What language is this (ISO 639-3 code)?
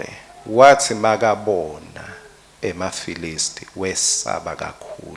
ssw